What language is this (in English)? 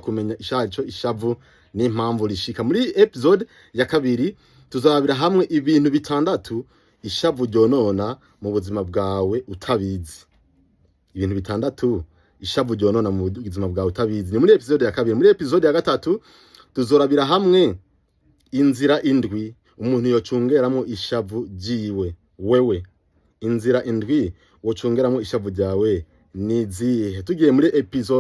Rundi